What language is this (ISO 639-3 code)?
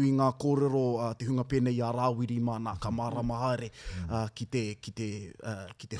mri